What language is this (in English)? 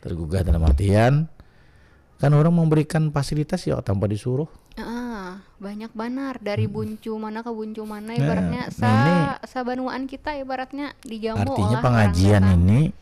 Banjar